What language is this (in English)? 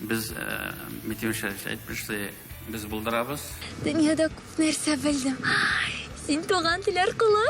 Tatar